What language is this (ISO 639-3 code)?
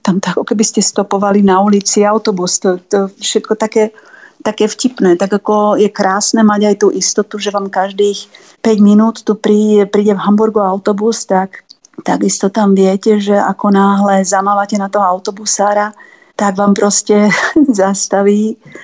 slk